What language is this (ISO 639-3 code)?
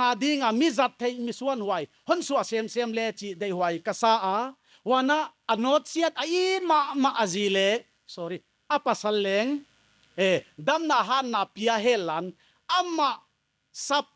pck